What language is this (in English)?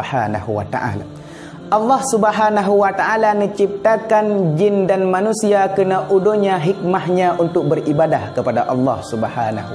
Achinese